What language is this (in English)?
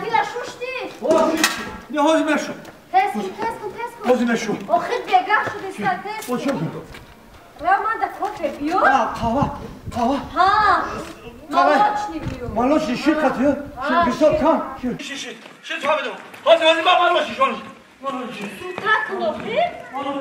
Tajik